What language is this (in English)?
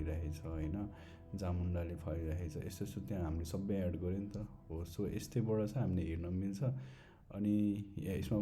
Nepali